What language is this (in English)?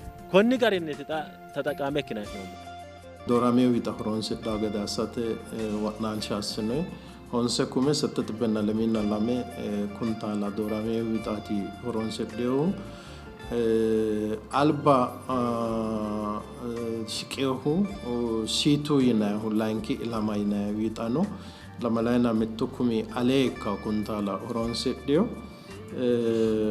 Sidamo